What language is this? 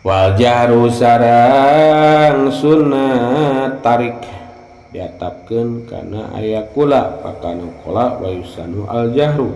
Sundanese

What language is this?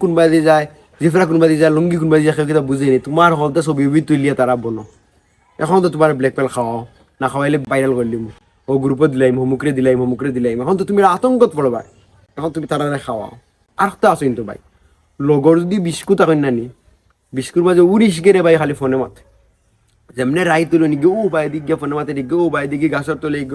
Sylheti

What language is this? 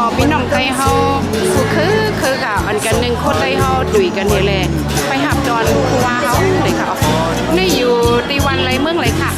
Shan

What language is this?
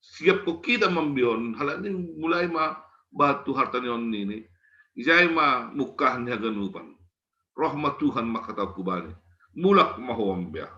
Batak Simalungun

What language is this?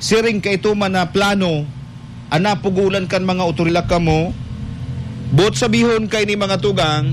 Bikol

